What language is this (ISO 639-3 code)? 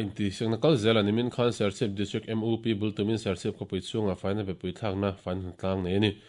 lus